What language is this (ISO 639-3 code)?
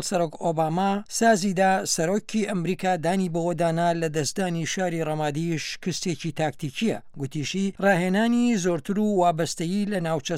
ckb